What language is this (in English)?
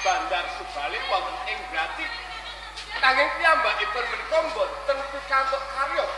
Javanese